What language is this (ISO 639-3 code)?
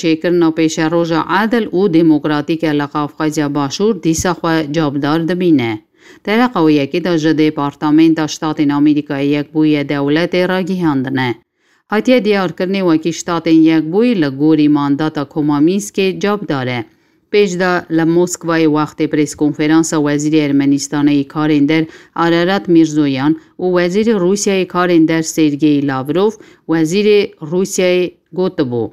kur